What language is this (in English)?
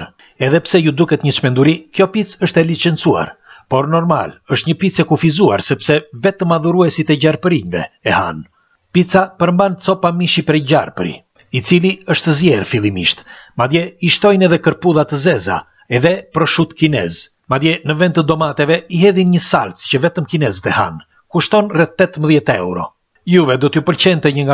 Albanian